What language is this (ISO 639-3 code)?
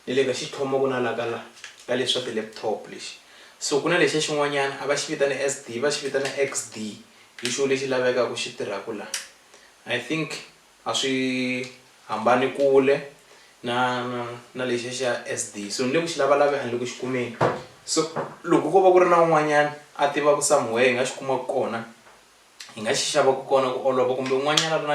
tso